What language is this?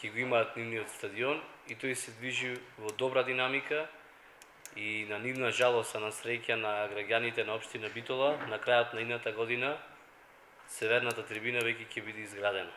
Macedonian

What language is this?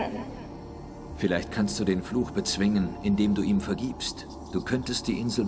Swiss German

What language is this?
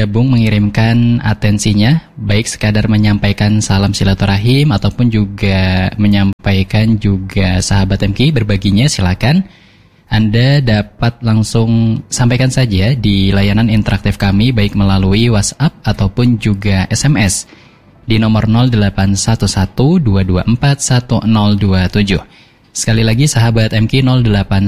Indonesian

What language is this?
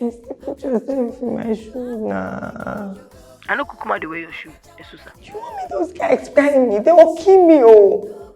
Nigerian Pidgin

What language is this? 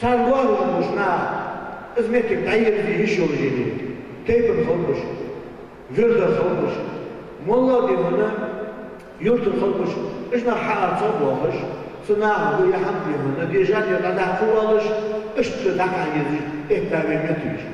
Ingush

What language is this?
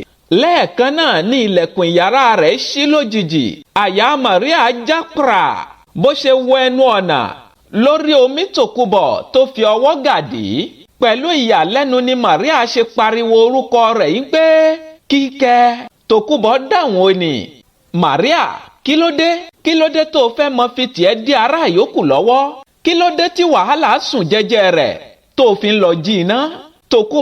Yoruba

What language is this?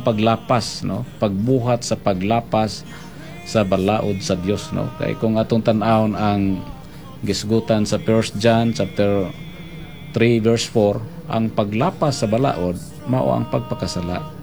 Cebuano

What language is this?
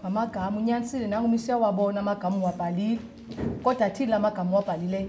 Xhosa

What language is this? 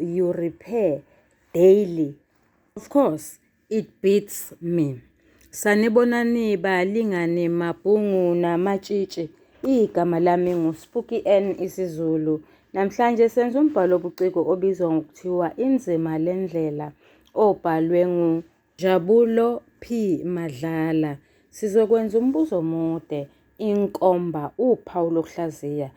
Zulu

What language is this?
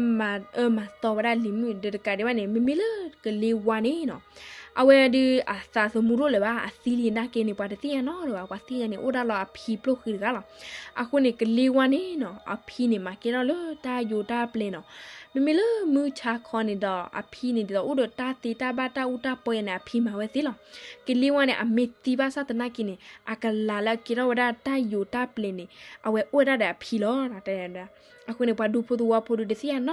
S'gaw Karen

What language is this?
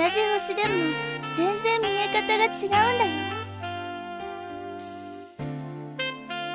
Japanese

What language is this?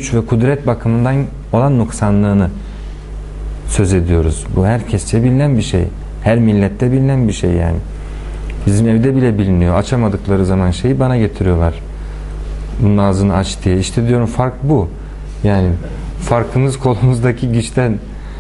Turkish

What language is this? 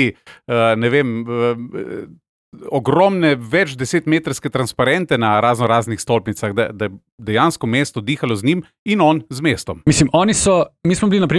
Slovenian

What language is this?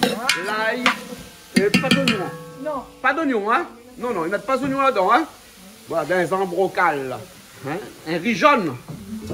Réunion Creole French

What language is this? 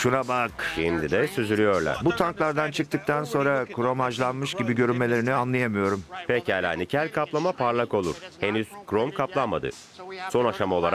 Turkish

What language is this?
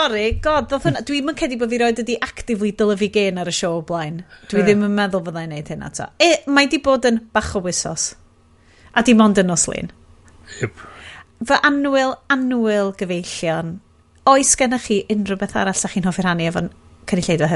Welsh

